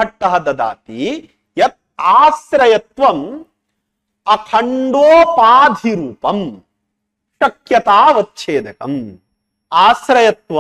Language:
Sanskrit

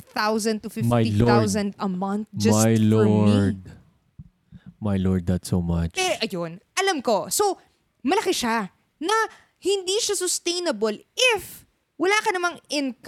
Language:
Filipino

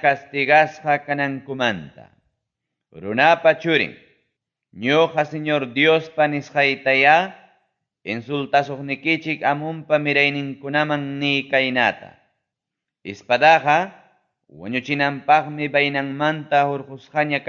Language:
Ayacucho Quechua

